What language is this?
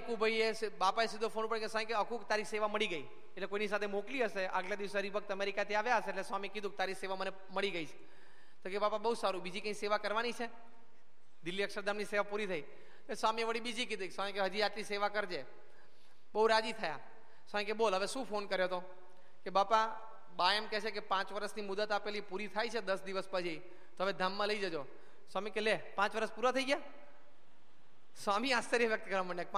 Gujarati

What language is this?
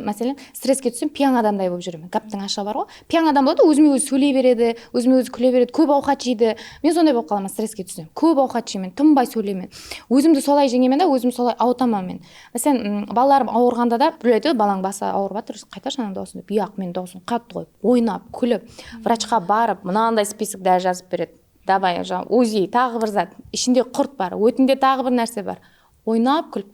Kara-Kalpak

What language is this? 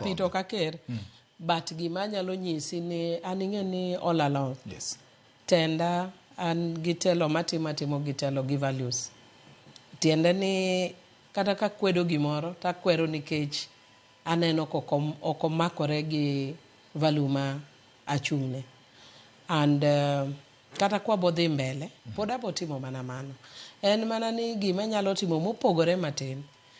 Luo (Kenya and Tanzania)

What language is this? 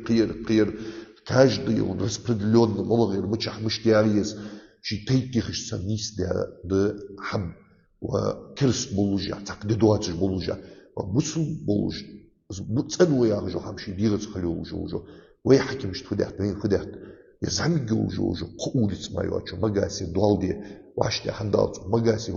Ingush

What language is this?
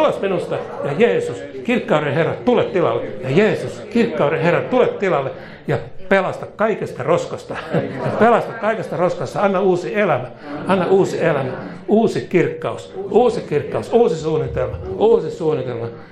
Finnish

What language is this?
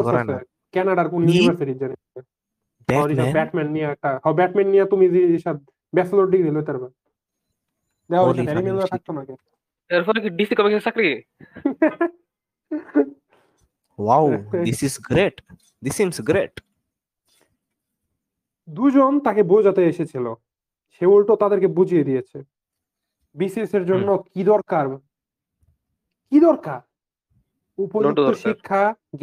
Bangla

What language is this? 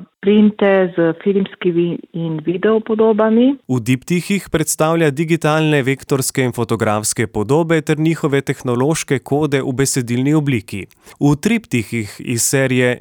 Slovenian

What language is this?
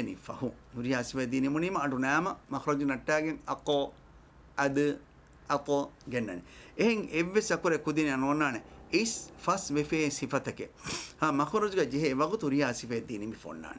Divehi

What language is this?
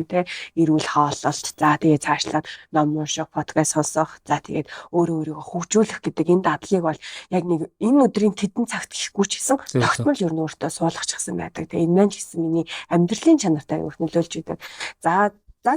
Mongolian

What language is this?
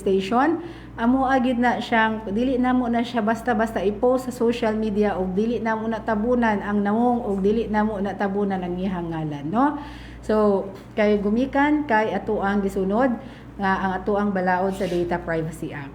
Cebuano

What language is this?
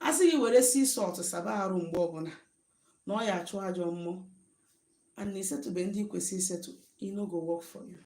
Igbo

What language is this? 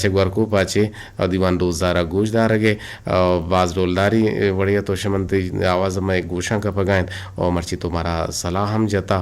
Eastern Balochi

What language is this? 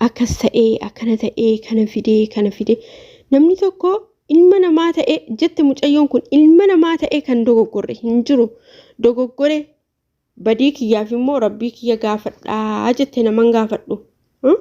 Oromo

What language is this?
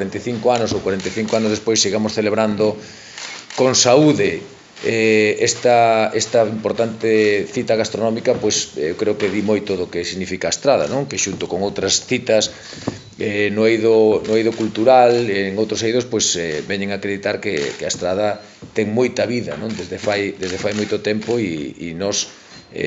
Galician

